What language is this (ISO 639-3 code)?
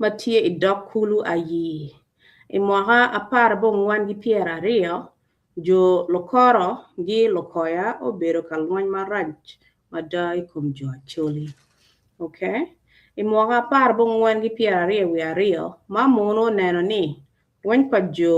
ach